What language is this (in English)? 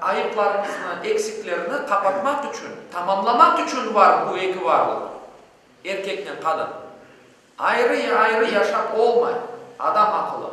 Crimean Tatar